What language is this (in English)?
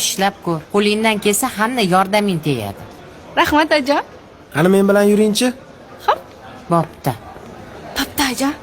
Uzbek